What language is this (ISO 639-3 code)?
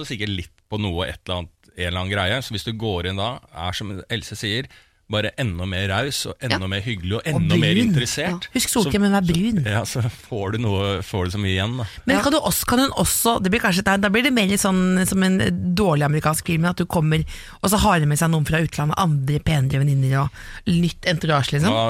nor